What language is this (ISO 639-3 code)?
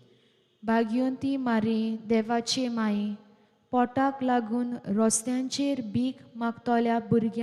kok